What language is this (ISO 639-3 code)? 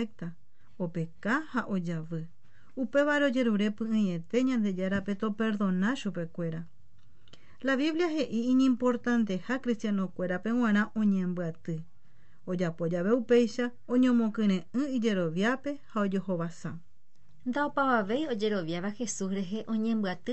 grn